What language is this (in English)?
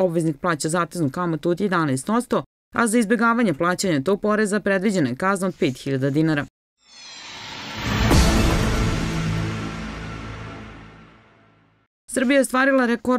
Serbian